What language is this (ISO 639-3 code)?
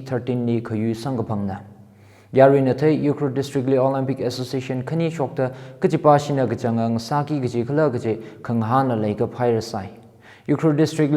nmf